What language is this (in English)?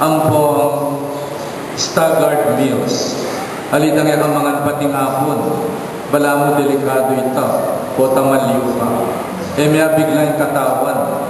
Pampanga